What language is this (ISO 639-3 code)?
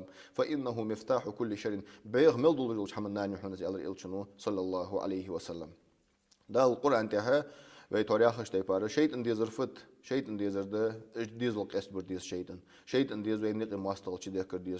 inh